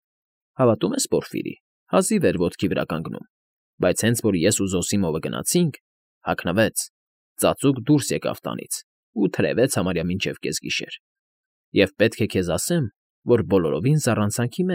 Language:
Armenian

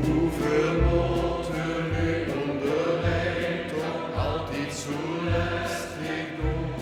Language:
Limburgish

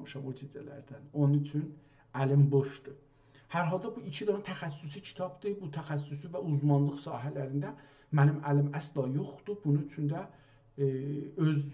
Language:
South Azerbaijani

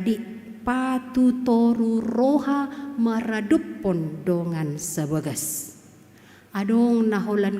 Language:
Batak Toba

